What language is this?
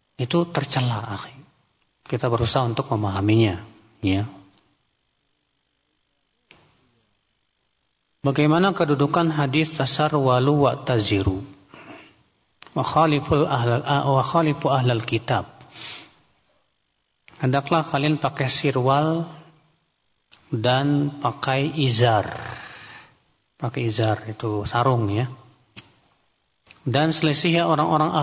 Indonesian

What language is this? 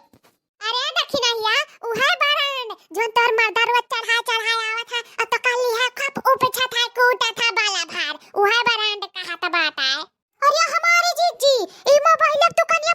Awadhi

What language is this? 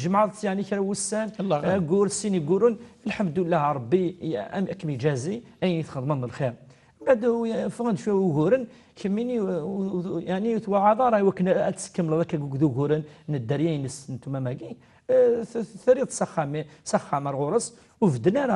Kabyle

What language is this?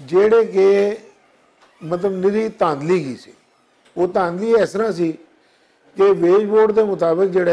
Western Panjabi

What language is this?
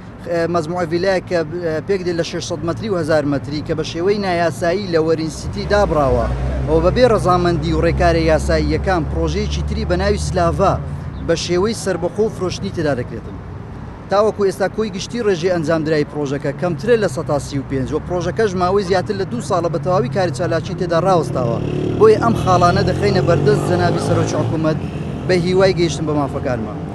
Central Kurdish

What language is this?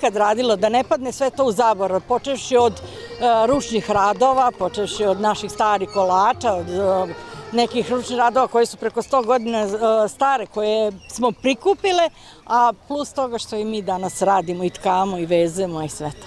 Serbian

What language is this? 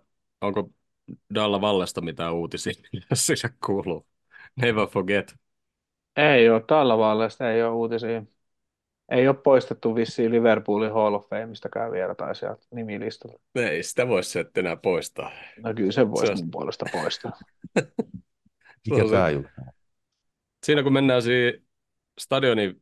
Finnish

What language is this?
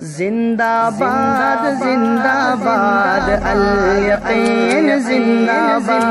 Rohingya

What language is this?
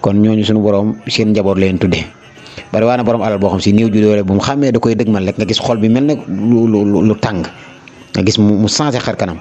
Wolof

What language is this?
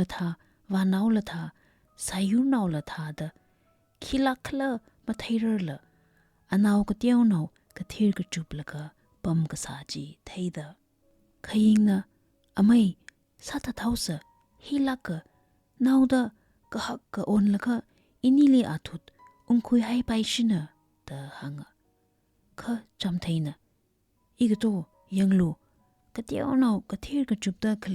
Tangkhul Naga (India)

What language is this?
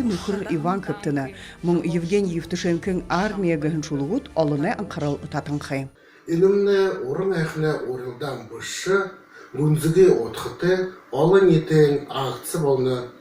Buriat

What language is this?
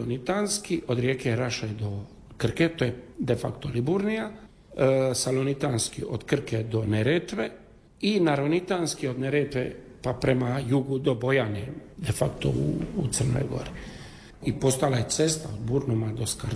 Croatian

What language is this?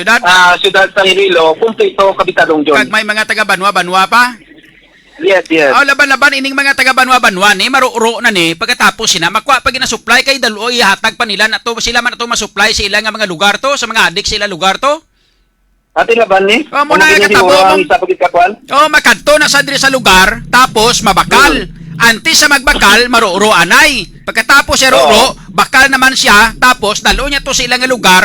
Hiligaynon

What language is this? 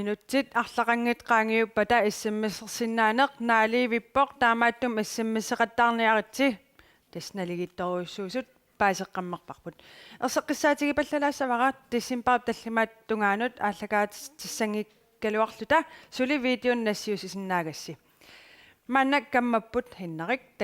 Kalaallisut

